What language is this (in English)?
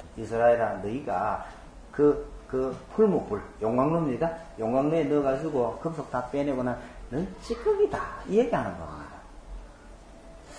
Korean